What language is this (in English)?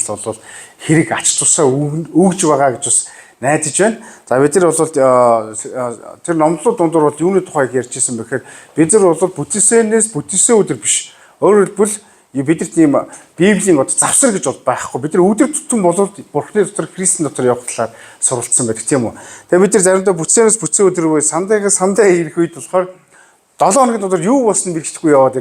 Mongolian